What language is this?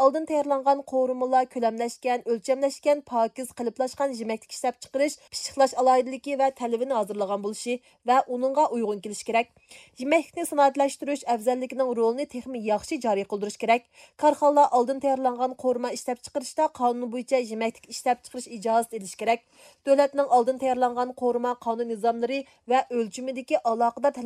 Uyghur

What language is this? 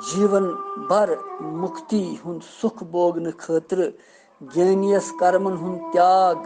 Kashmiri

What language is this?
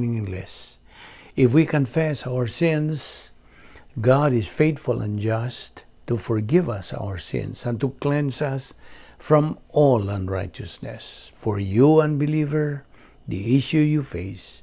Cebuano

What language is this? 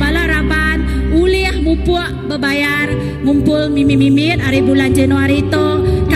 Iban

